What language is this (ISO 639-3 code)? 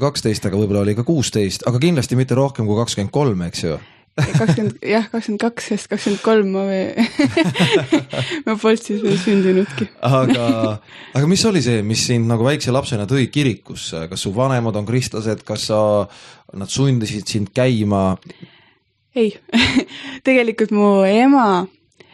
est